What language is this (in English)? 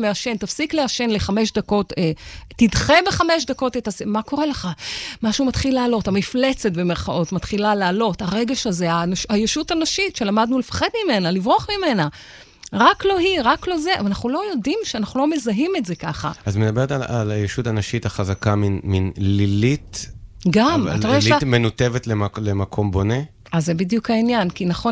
Hebrew